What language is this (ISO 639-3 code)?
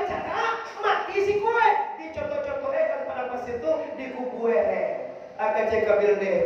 min